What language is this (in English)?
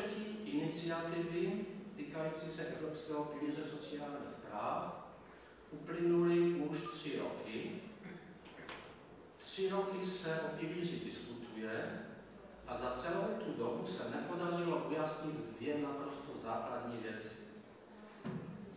Czech